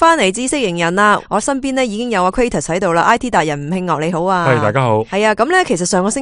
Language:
Cantonese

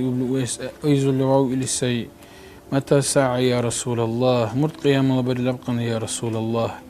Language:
Dargwa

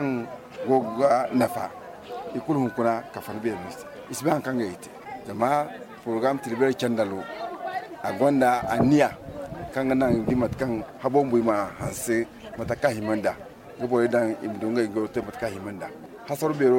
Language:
Zarma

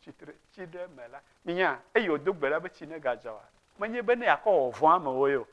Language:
Ewe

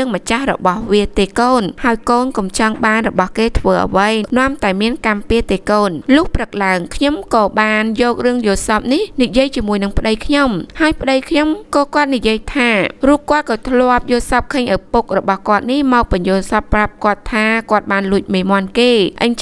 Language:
Khmer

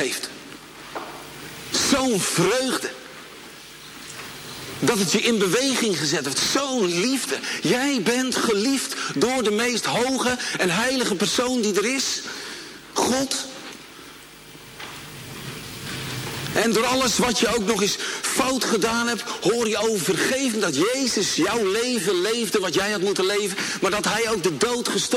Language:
Dutch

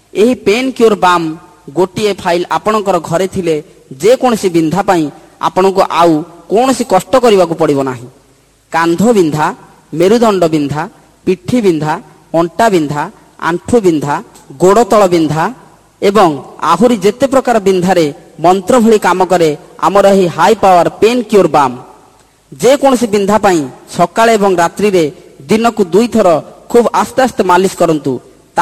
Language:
Odia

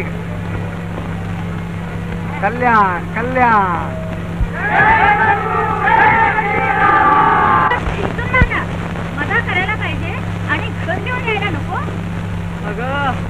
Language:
Marathi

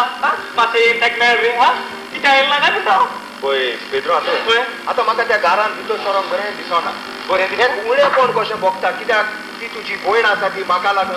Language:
Konkani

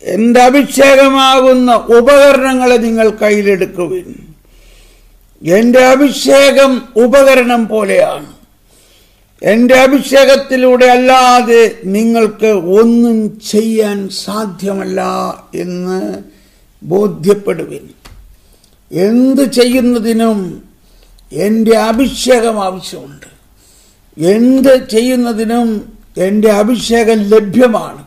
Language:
Malayalam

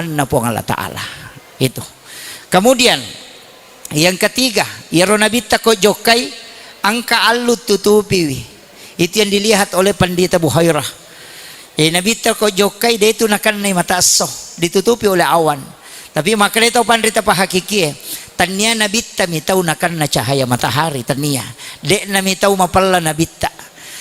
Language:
Buginese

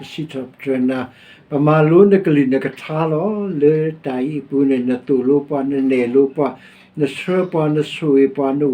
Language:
S'gaw Karen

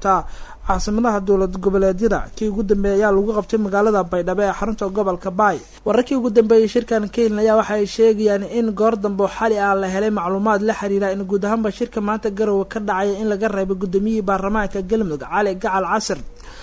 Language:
Somali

